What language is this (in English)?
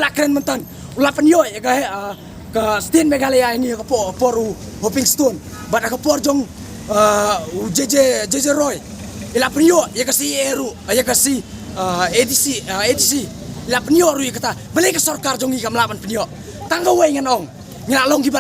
Khasi